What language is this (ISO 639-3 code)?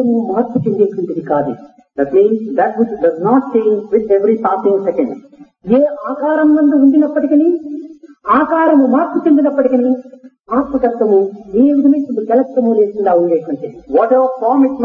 tel